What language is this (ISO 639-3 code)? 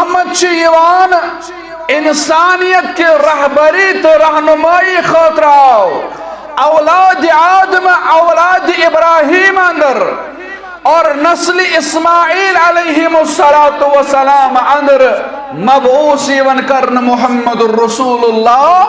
kas